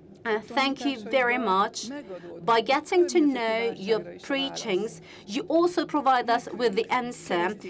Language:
Hungarian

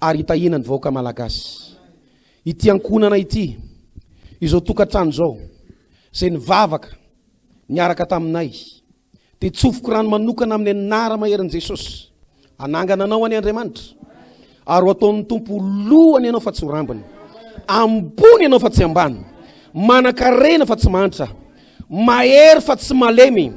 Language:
Malagasy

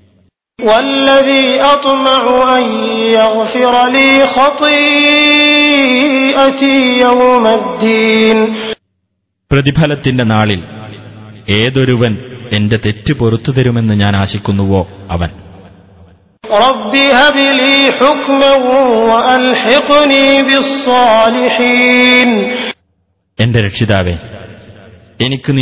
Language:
Malayalam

